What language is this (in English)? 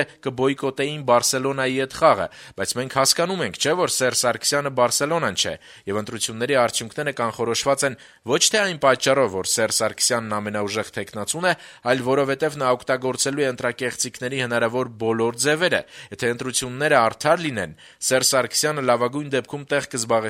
Armenian